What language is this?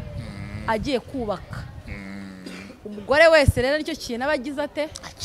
Kinyarwanda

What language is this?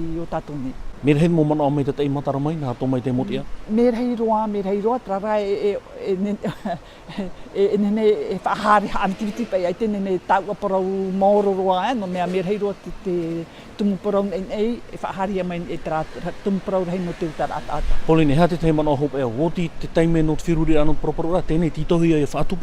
Tahitian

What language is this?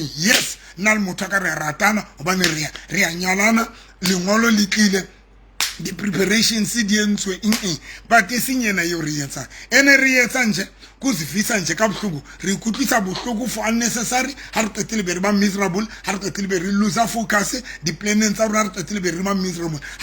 Southern Sotho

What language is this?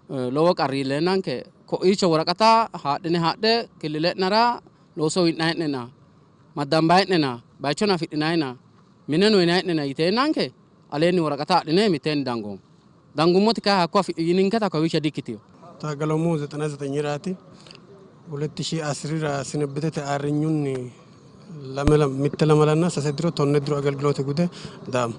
Sidamo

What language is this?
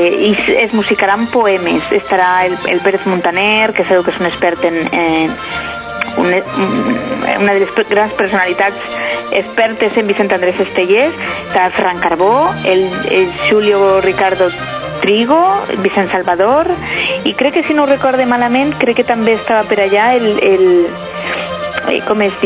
Catalan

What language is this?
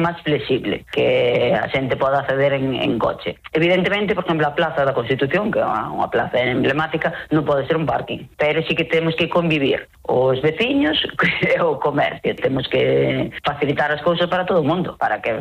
Galician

